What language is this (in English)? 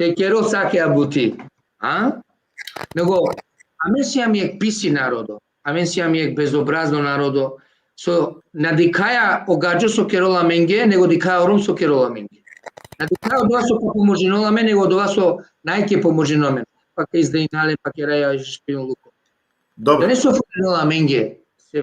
Balkan Romani